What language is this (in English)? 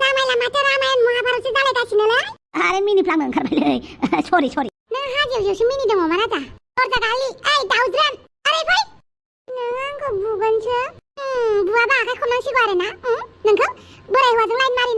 Bodo